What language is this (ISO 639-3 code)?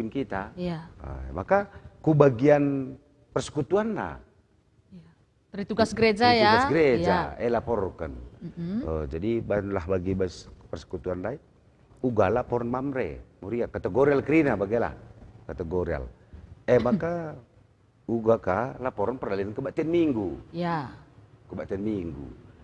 btx